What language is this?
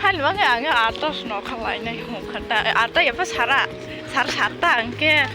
Kok Borok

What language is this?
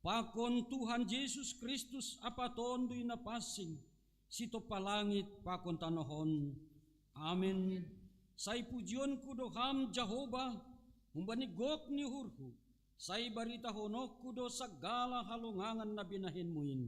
Batak Simalungun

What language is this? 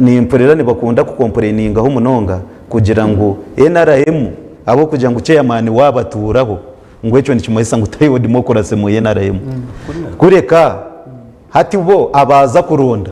Nyankole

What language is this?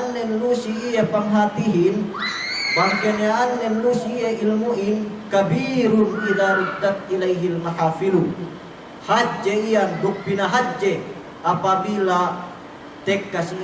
Yakan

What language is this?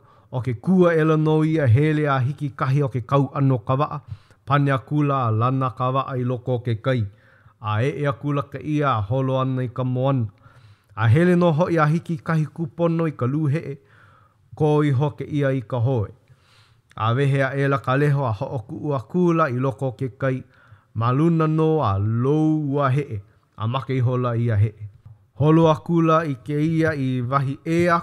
Hawaiian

